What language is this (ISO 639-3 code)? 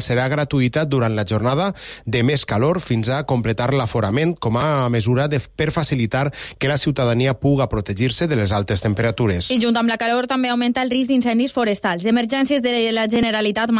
cat